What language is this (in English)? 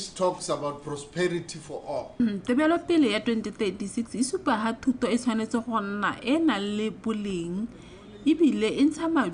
Tswana